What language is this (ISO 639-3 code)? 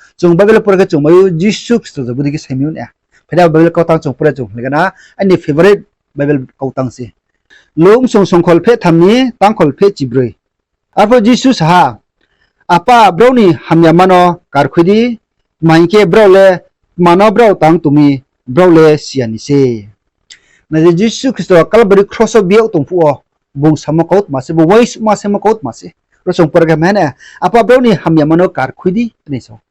ria